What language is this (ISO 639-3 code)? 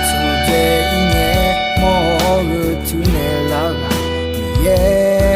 ahk